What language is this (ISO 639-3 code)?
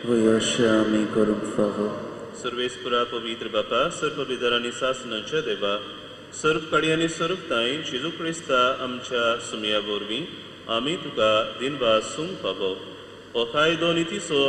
kok